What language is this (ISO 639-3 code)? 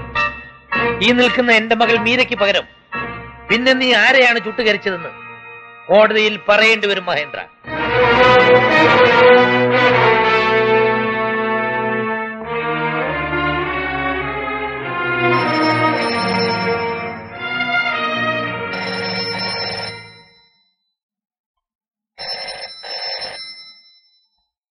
mal